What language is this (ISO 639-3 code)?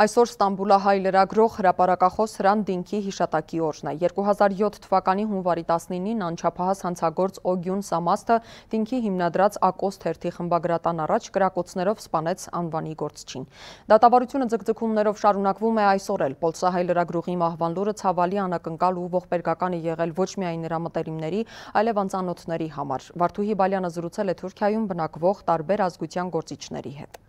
hye